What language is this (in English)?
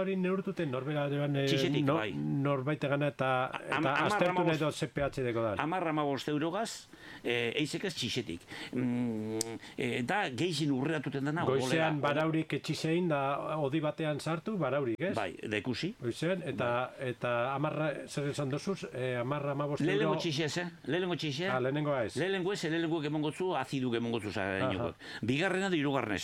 Basque